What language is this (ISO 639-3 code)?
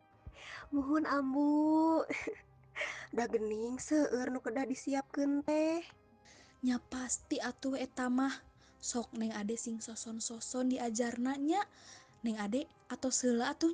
sun